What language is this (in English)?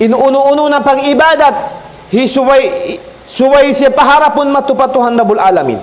Tausug